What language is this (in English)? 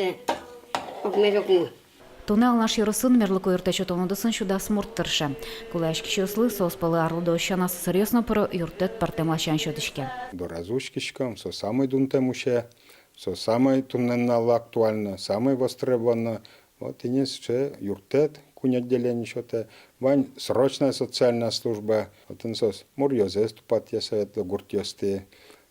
Udmurt